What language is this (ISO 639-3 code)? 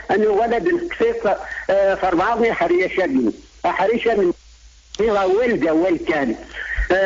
kab